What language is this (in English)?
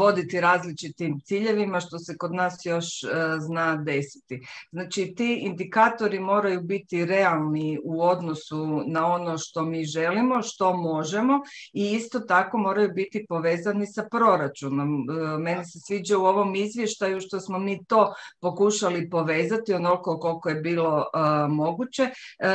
Croatian